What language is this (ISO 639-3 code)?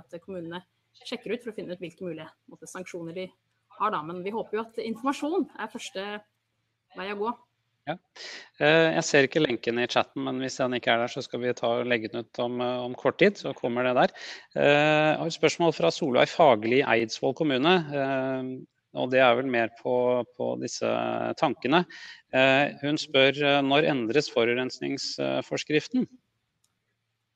nor